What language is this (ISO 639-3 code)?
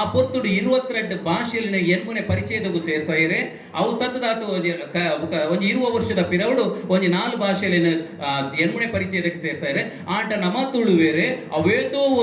tcy